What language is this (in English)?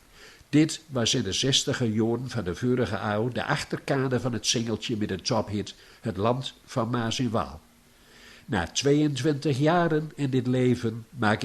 Gronings